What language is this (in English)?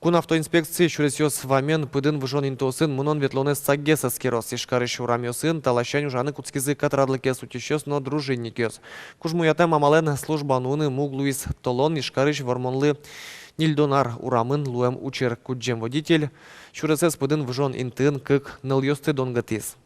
Udmurt